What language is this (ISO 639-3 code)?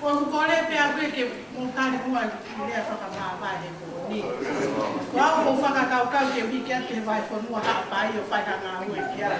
ton